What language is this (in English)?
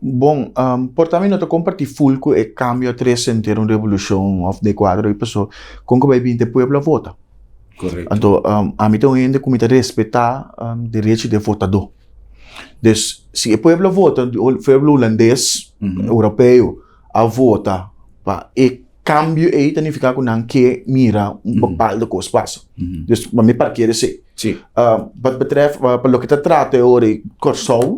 Papiamento